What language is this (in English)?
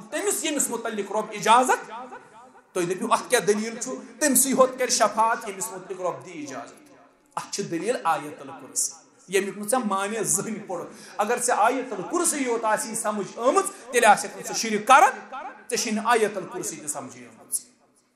Kashmiri